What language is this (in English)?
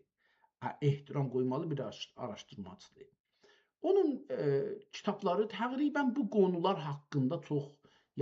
South Azerbaijani